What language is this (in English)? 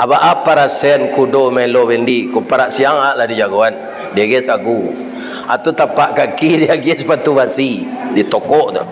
Minangkabau